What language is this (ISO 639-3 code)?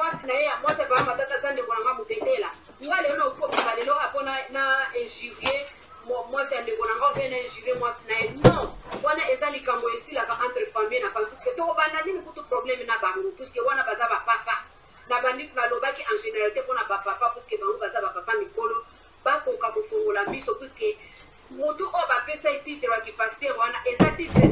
lin